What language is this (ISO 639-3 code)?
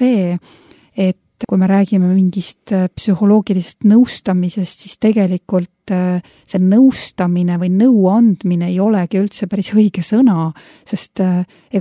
est